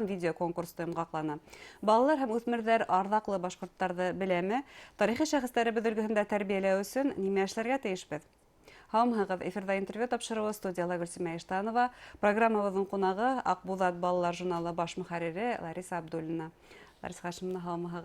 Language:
Bashkir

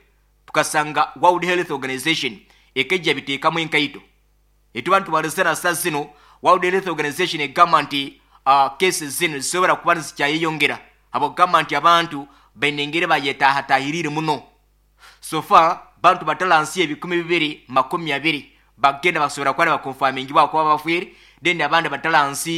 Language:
Nyoro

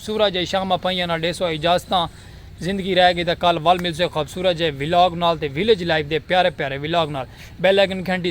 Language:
Saraiki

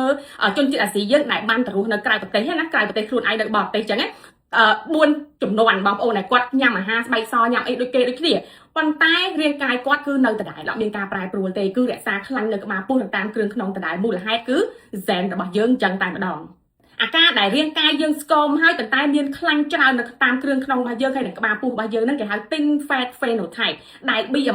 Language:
Khmer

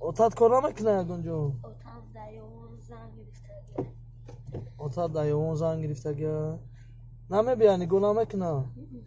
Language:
Tajik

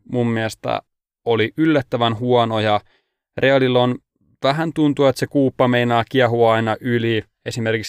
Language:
Finnish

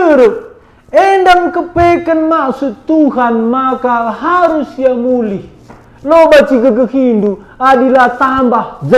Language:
Batak Karo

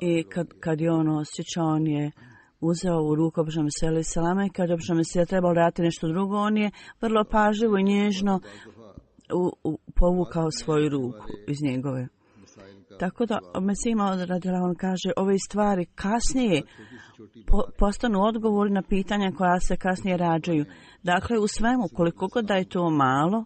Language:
Bosnian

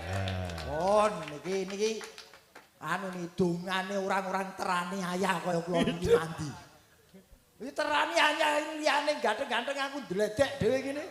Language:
Javanese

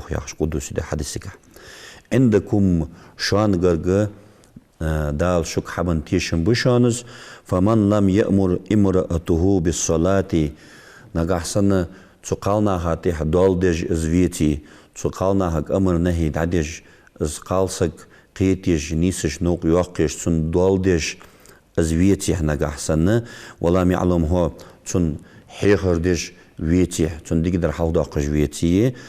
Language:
Ingush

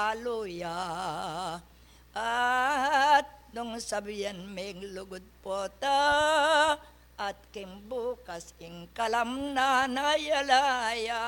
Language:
Pampanga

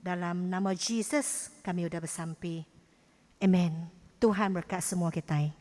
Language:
Iban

